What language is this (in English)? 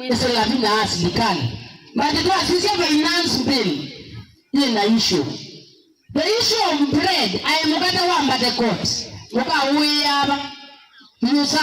Kamba